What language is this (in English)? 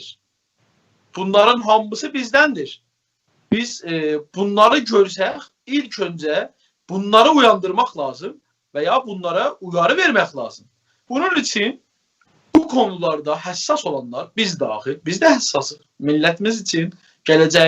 South Azerbaijani